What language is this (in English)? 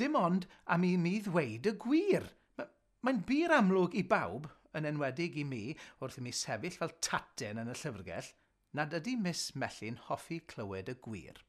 Welsh